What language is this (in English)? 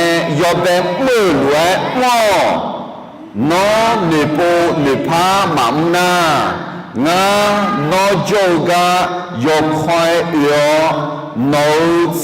Akha